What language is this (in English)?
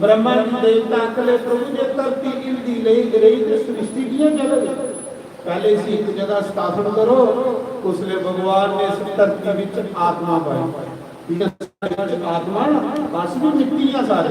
Dogri